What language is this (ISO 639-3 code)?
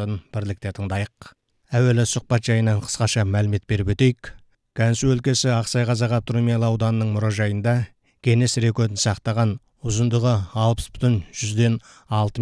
kaz